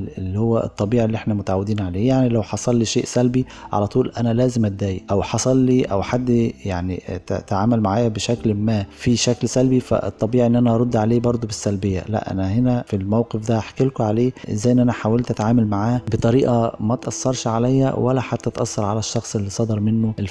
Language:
Egyptian Arabic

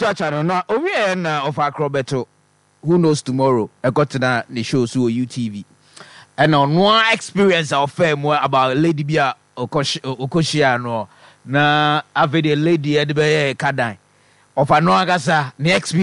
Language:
Akan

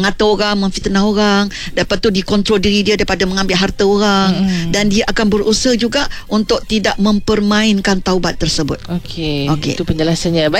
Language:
Malay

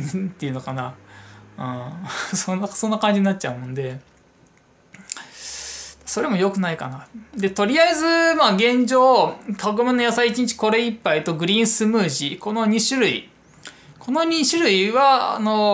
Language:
Japanese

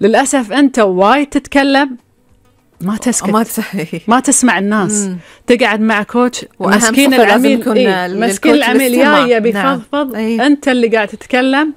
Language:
Gulf Arabic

